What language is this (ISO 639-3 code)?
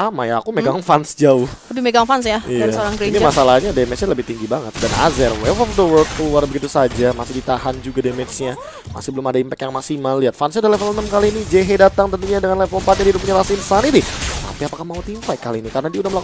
ind